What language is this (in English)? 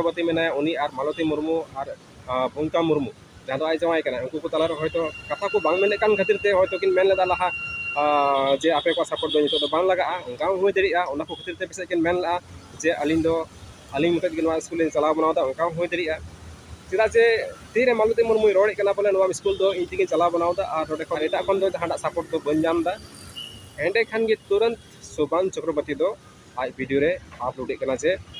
Santali